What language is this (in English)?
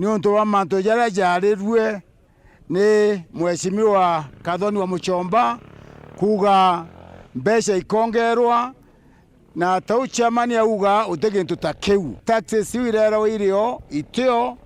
Meru